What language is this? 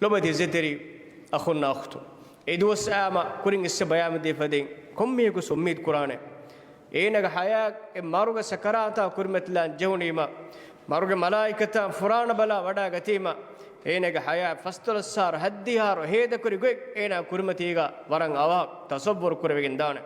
Divehi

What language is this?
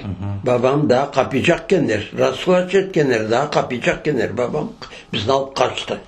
Crimean Tatar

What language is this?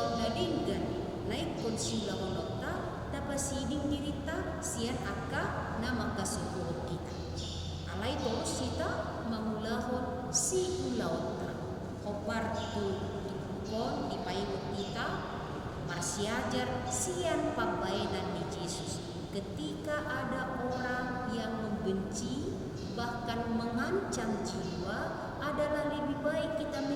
Batak Toba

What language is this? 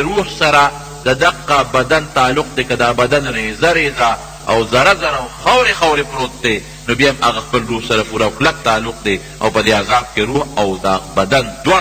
Pashto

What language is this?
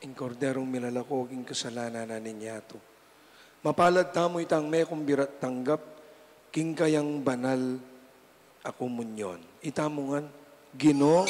Pampanga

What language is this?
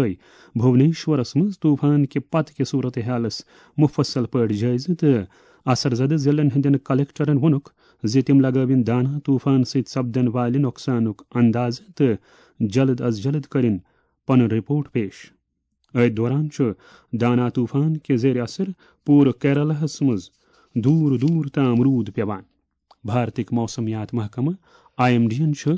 Kashmiri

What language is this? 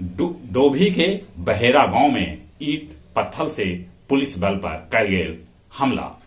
Magahi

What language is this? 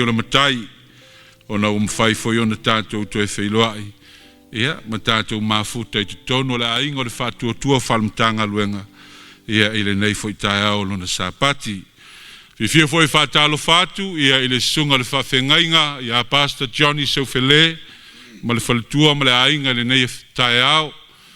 Samoan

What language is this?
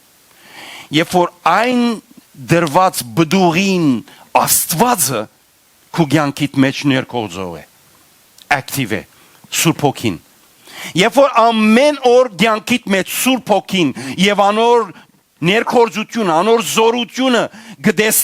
Western Armenian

